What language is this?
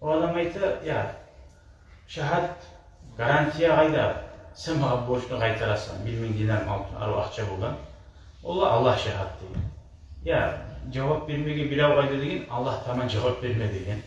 Kumyk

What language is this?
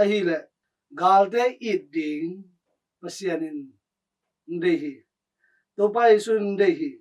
Tedim Chin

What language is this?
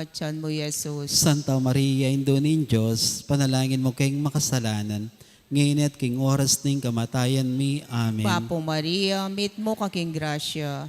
Pampanga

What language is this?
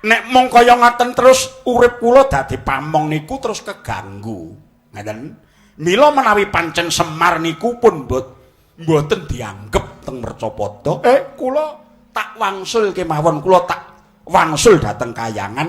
Javanese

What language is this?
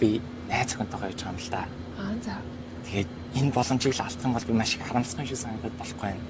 Mongolian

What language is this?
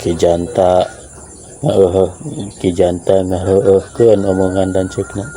Sundanese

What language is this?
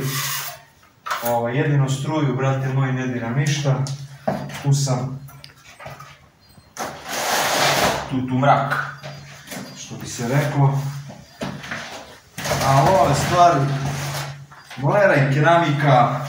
Serbian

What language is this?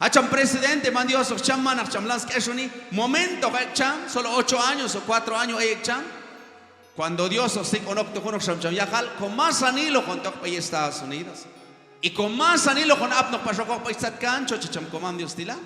Q'anjob'al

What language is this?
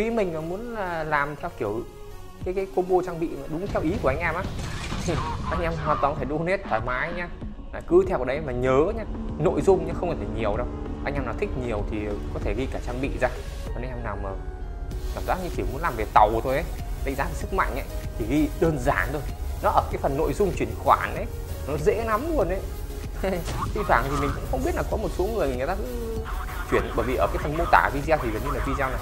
Vietnamese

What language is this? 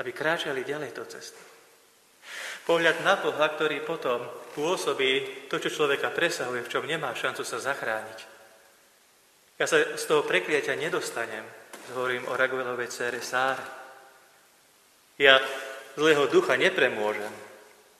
Slovak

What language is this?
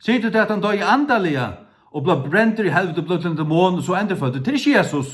Faroese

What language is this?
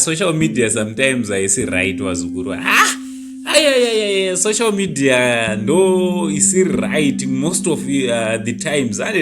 Shona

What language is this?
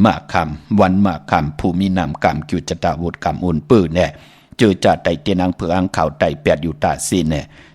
Shan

